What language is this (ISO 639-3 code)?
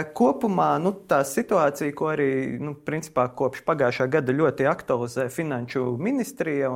lav